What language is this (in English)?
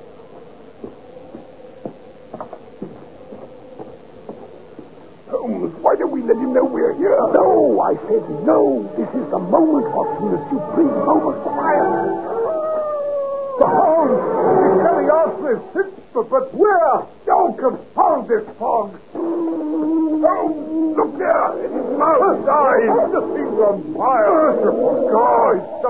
English